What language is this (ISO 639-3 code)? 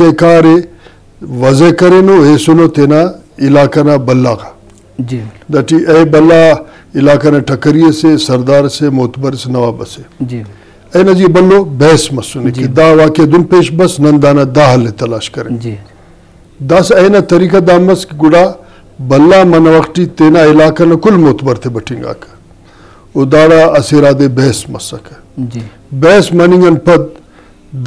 brh